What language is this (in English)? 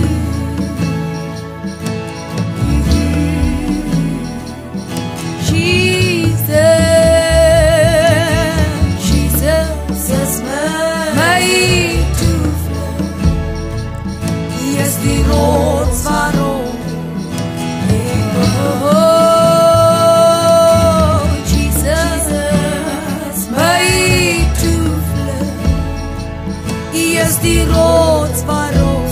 Afrikaans